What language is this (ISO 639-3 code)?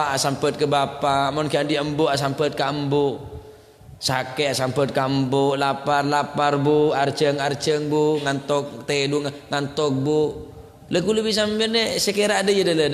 mad